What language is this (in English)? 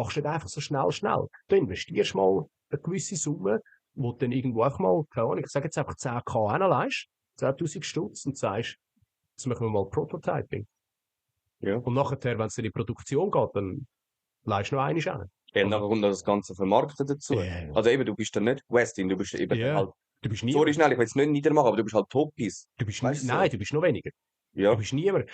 Swiss German